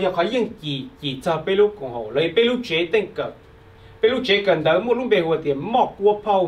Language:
Hmong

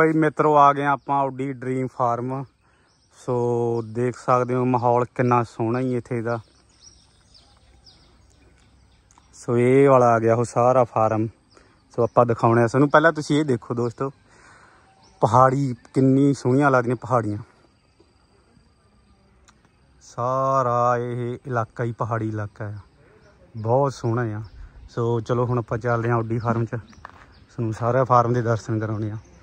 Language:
Punjabi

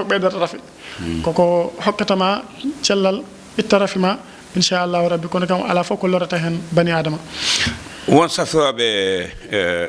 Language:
Fula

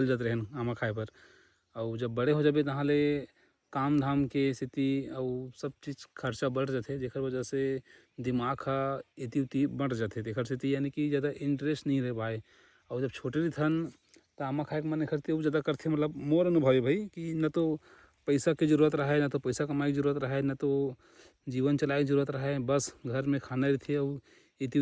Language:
Chhattisgarhi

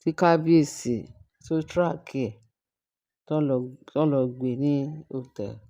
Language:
Yoruba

